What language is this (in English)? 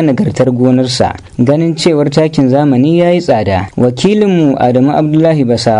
Hausa